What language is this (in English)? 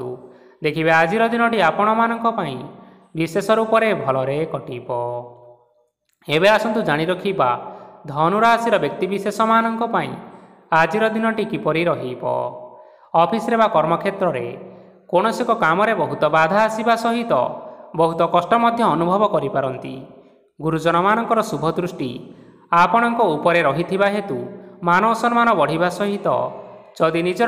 Odia